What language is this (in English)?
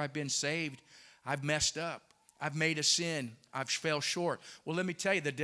English